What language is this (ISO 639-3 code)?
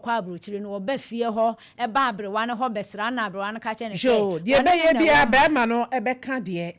aka